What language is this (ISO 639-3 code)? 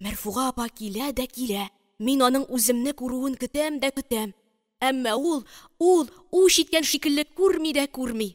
tat